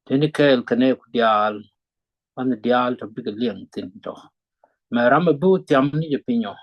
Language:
Nuer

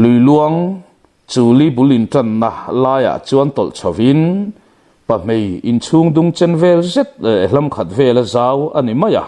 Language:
Mizo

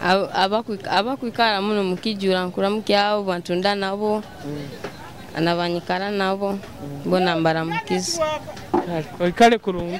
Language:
Nyoro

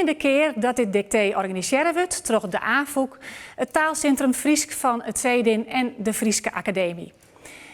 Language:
Western Frisian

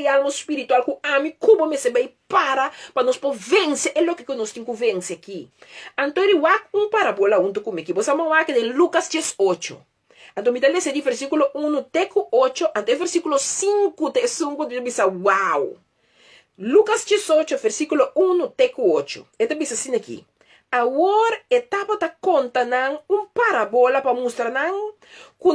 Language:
Papiamento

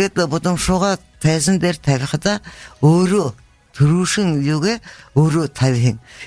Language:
Buriat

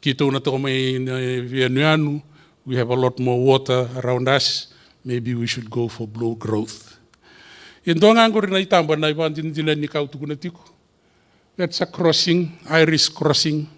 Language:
Fijian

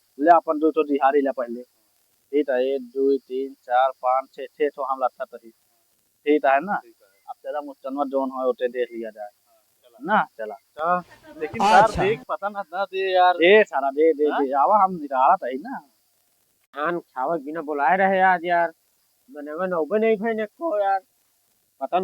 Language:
Awadhi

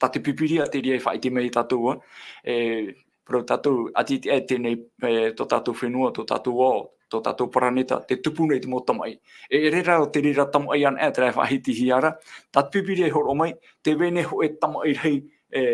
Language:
Tahitian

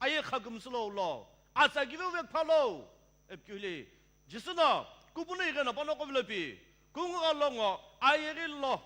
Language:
Sumi Naga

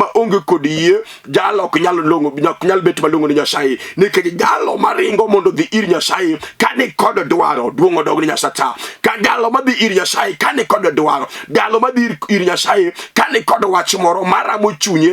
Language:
Luo (Kenya and Tanzania)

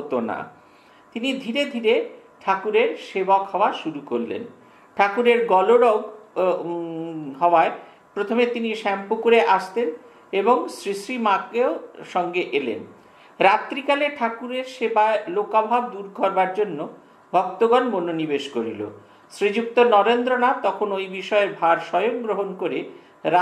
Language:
Bangla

